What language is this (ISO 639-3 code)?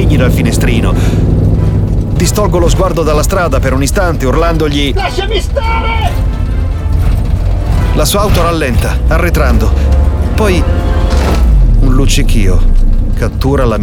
ita